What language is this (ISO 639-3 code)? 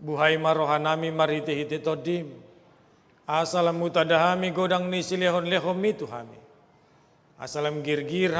bbc